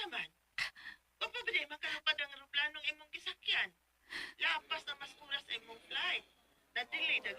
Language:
Cebuano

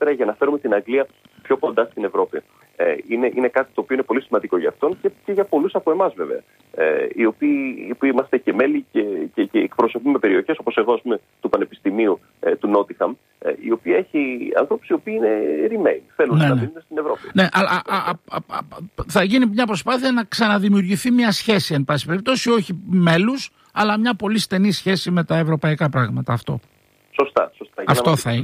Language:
Greek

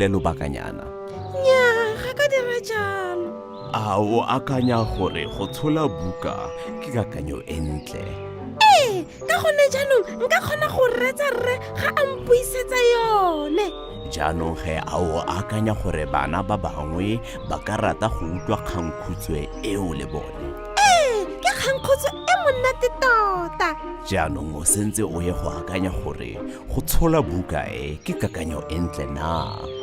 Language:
Tswana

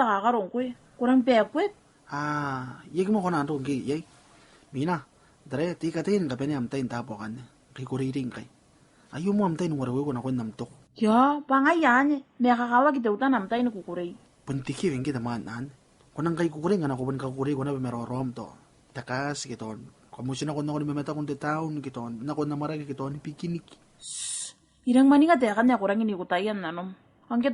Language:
Gilbertese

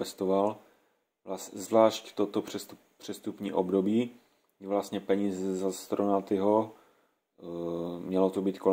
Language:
Czech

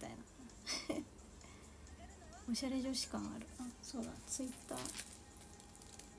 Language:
Japanese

